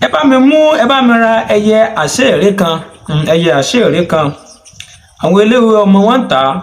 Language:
Yoruba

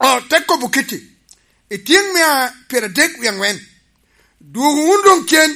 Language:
Lango (Uganda)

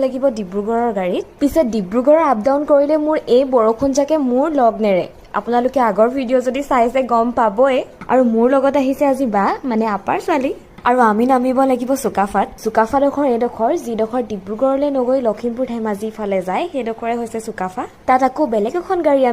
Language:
Assamese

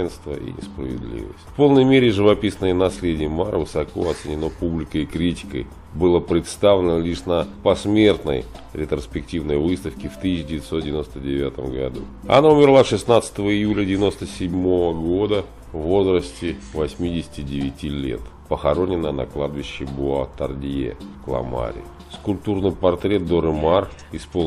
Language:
Russian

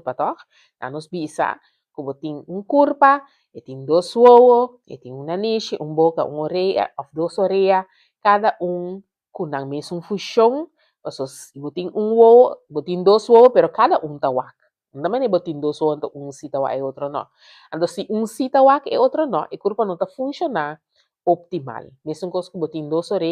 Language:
Papiamento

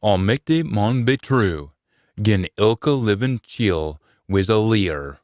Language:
Scots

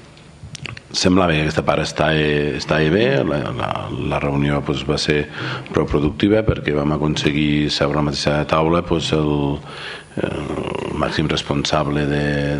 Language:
Catalan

